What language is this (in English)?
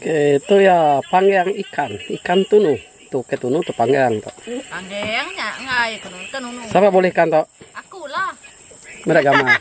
Iban